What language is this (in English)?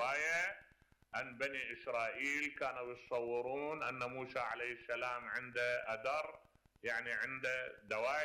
Mesopotamian Arabic